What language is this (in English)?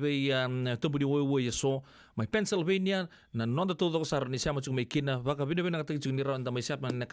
Fijian